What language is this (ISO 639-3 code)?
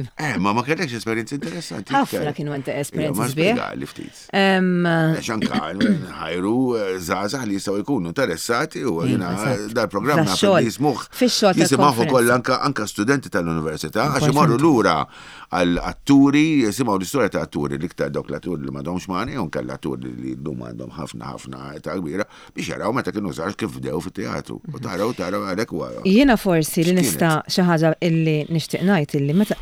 mlt